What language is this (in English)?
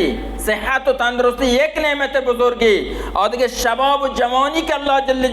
Baluchi